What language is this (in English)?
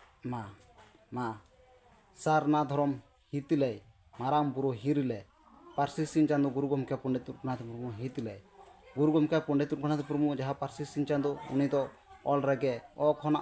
Santali